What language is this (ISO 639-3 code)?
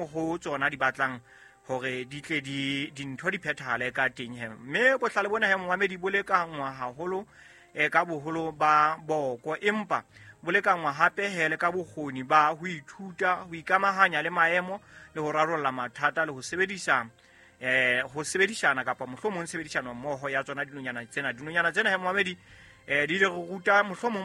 sot